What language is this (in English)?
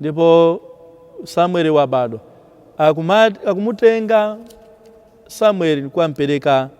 Nyanja